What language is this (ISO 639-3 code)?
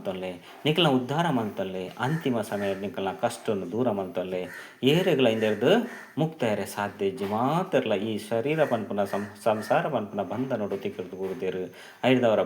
tcy